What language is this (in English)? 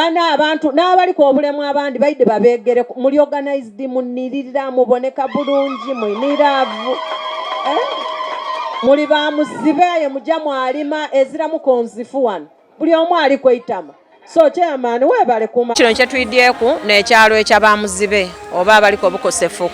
Soga